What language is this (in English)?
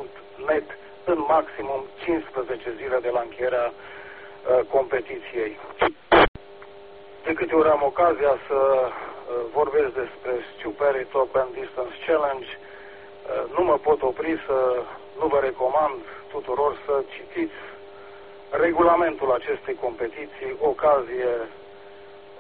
Romanian